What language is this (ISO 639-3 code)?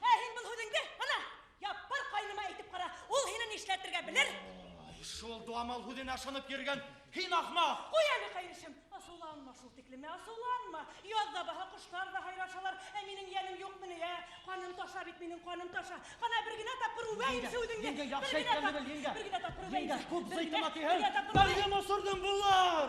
bak